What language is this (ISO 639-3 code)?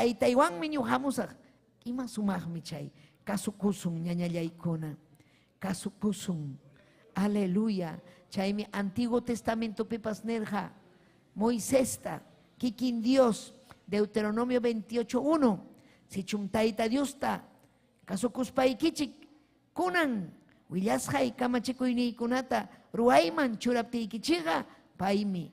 quy